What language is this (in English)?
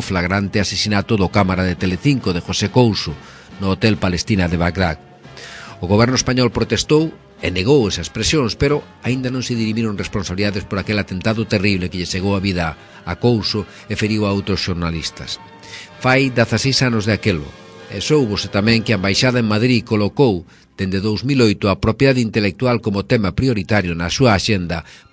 Galician